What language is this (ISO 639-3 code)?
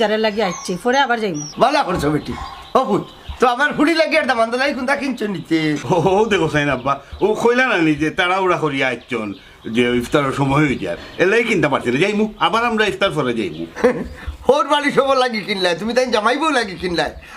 syl